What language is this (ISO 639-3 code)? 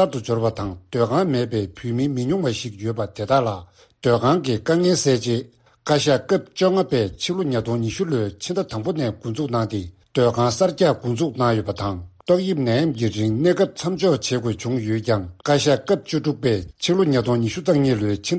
bod